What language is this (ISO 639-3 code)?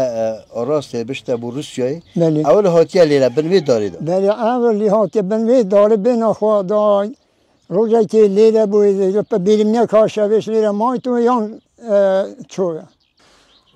kur